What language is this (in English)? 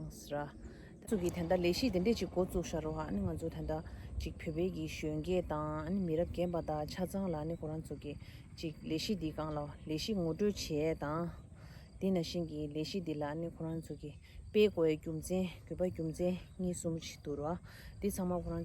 Tibetan